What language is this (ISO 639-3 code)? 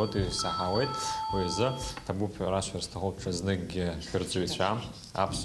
abk